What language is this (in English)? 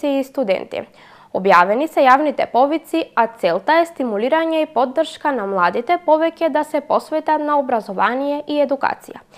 Macedonian